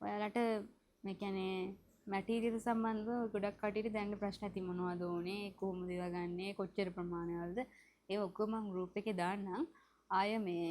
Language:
Sinhala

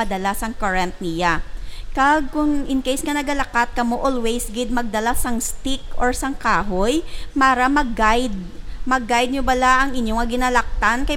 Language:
Hiligaynon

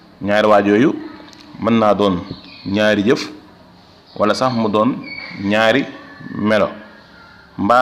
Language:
Wolof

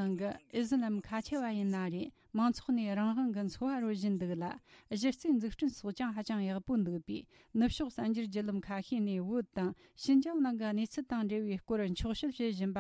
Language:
Tibetan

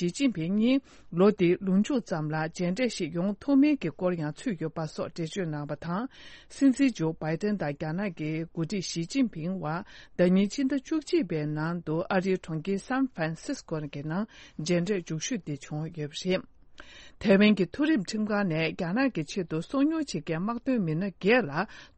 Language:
Tibetan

